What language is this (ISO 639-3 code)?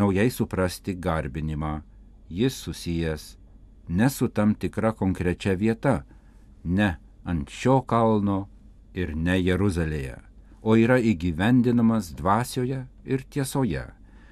lit